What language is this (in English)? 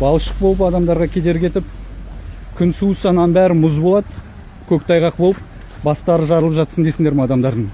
Kazakh